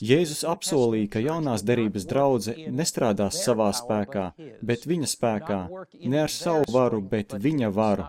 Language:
Latvian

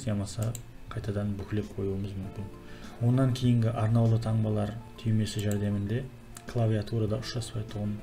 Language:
Kara-Kalpak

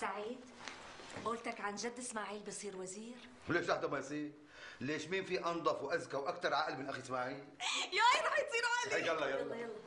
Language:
North Levantine Arabic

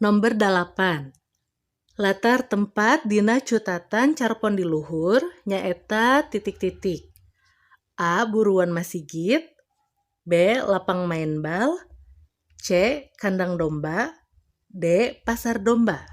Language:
Sundanese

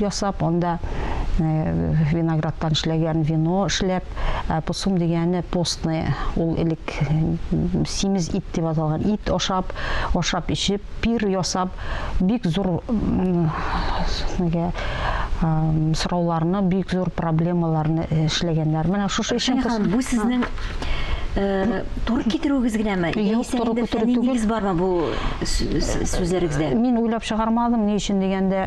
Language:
Tatar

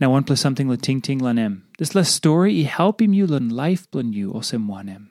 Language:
Tok Pisin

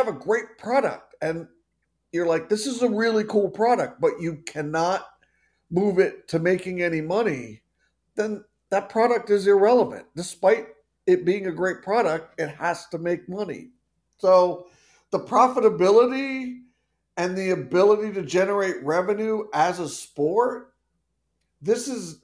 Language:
English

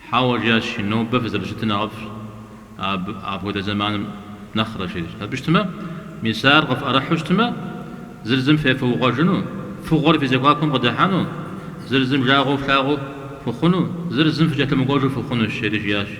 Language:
Kabardian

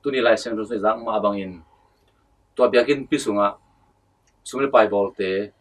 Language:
Tedim Chin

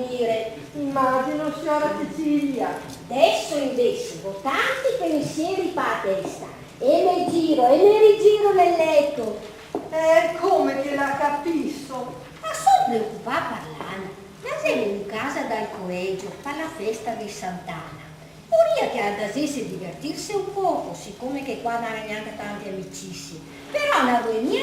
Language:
Venetian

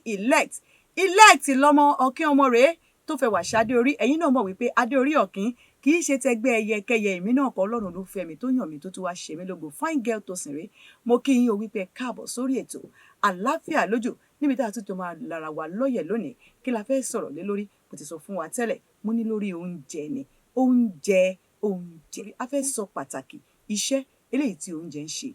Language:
Yoruba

